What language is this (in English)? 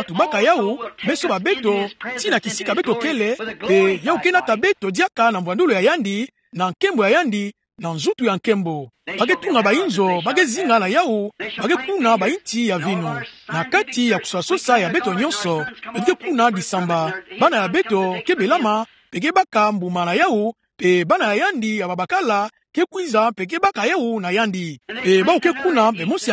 Kituba (Democratic Republic of Congo)